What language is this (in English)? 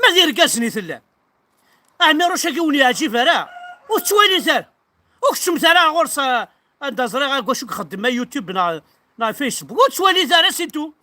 Kabyle